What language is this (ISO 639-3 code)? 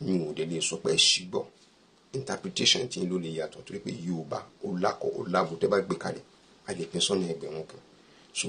yor